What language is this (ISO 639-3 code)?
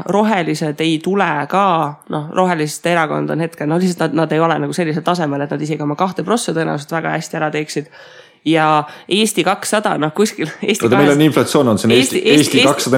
est